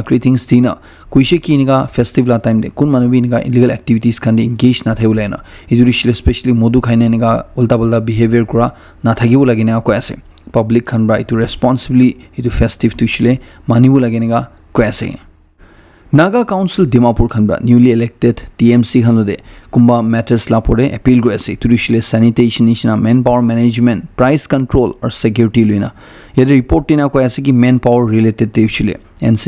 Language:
Naga Pidgin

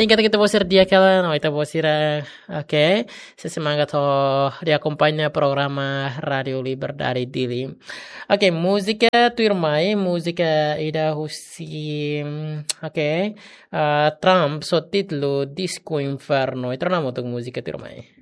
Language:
Tetum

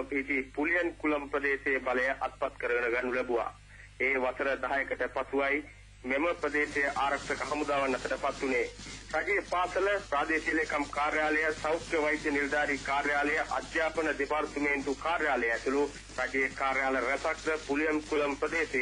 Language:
Sinhala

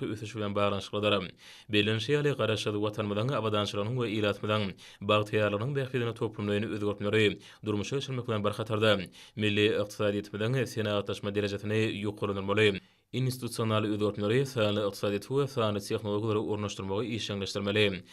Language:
Turkmen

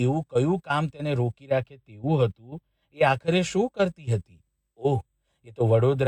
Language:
Gujarati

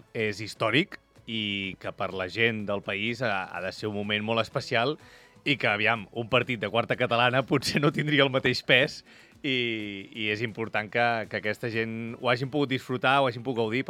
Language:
Catalan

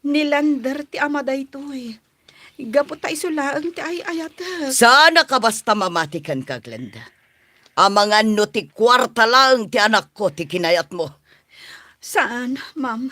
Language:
Iloko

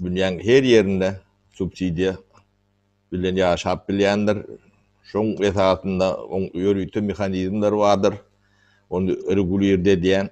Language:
Turkmen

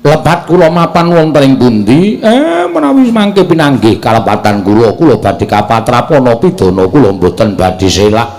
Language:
Javanese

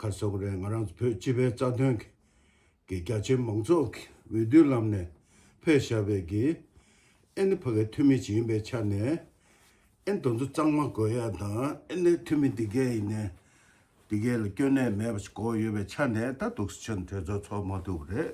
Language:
Tibetan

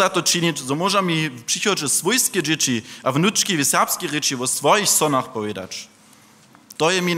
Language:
Upper Sorbian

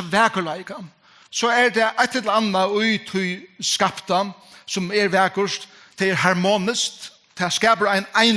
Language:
Faroese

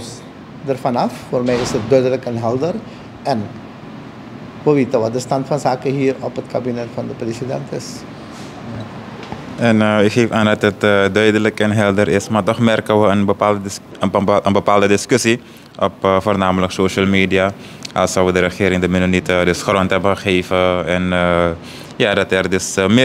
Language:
Dutch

